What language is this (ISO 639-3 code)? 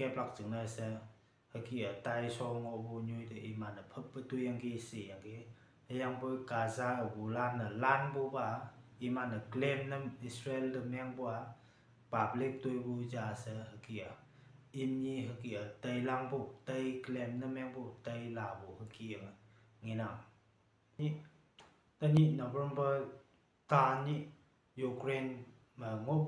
nbe